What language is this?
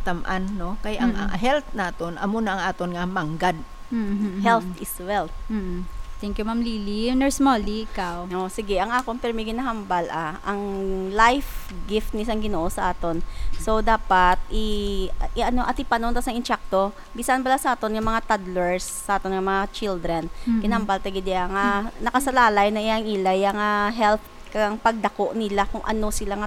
Hiligaynon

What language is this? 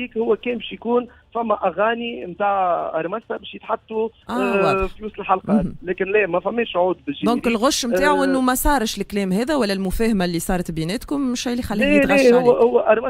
Tunisian Arabic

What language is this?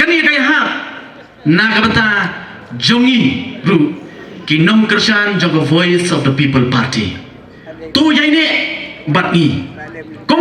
Khasi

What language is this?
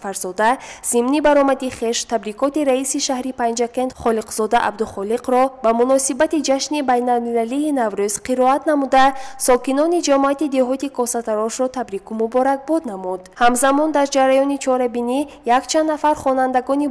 Tajik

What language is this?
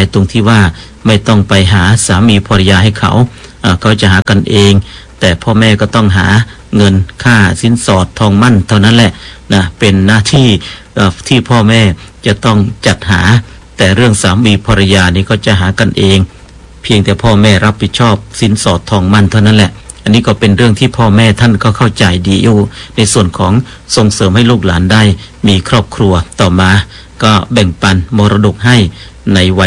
Thai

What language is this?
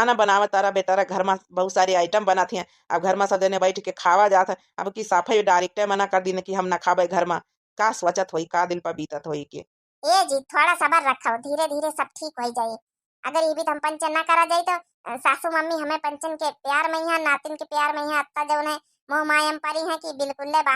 Awadhi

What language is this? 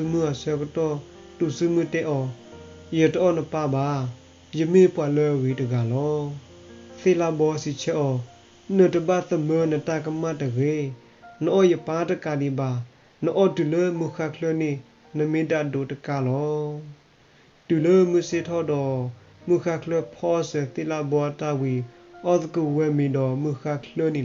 S'gaw Karen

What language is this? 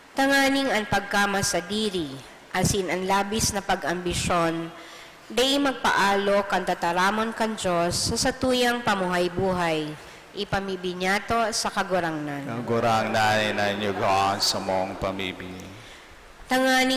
Bikol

